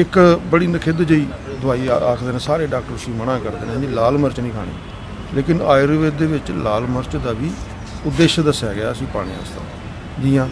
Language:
Dogri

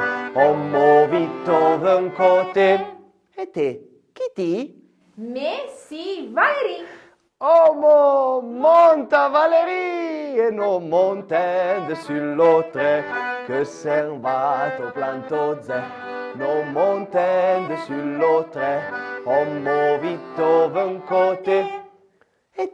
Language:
Arpitan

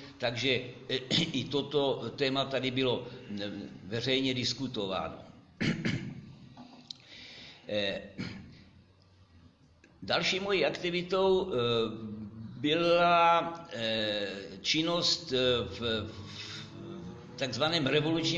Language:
Czech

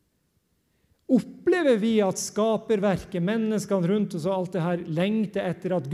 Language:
Norwegian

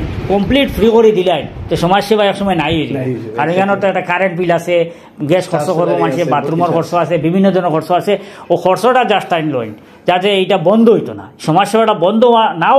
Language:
Sylheti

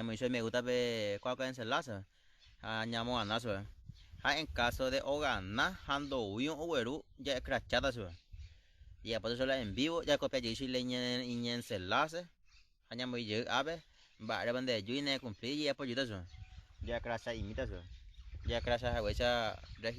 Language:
Guarani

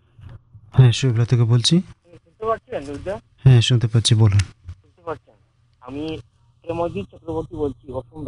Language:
Bangla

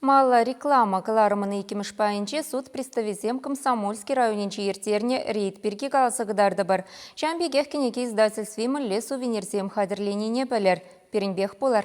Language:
Chuvash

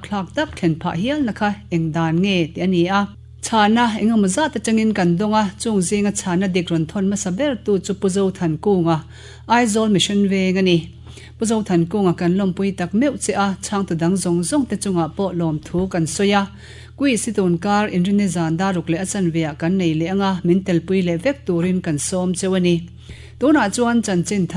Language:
Mizo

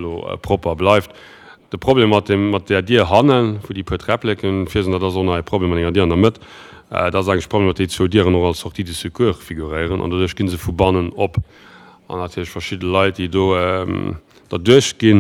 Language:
Luxembourgish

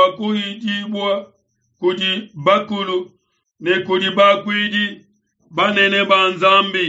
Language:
Luba-Lulua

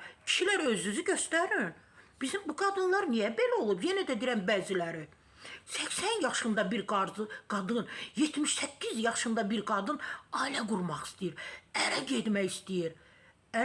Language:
Azerbaijani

